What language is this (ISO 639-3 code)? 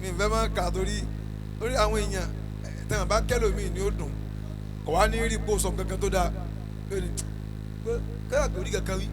yor